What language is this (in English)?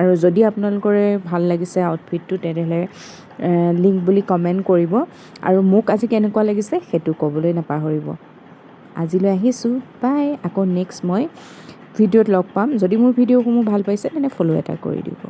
Assamese